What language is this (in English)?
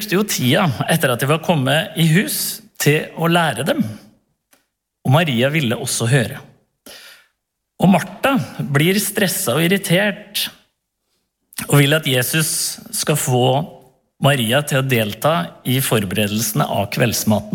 Norwegian